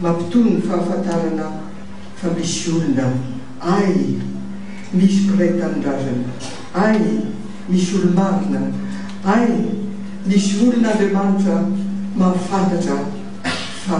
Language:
Malagasy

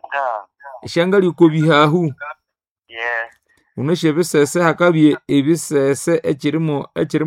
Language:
Nande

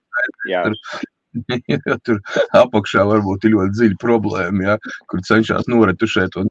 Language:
Latvian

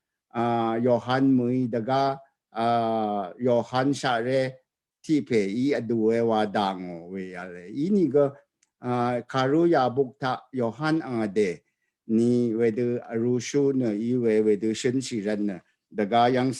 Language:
Rawang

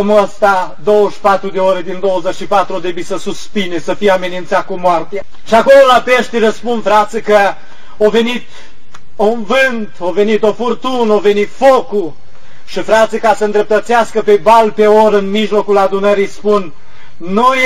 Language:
Romanian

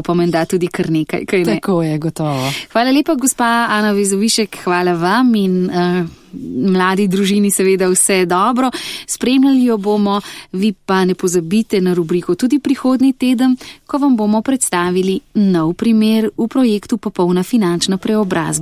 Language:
Slovenian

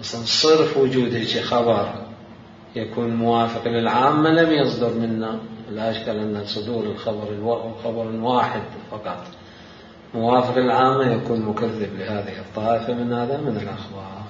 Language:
Mesopotamian Arabic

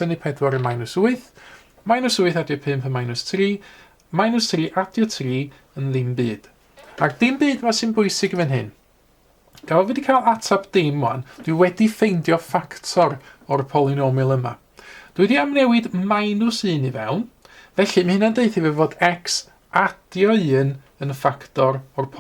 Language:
Welsh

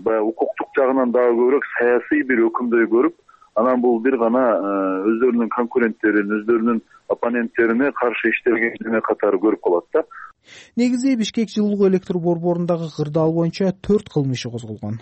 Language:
Kyrgyz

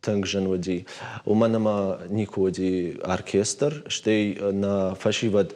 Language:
Ossetic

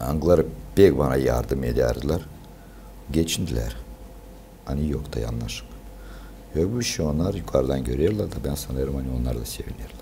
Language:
Gagauz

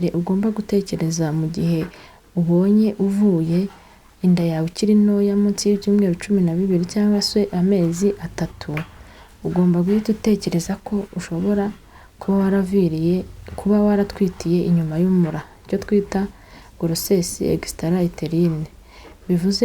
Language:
Kinyarwanda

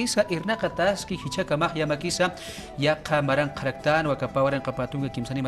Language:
Aymara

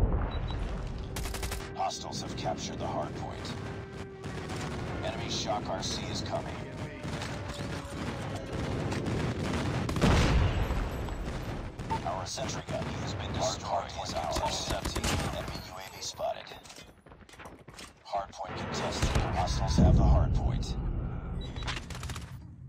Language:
English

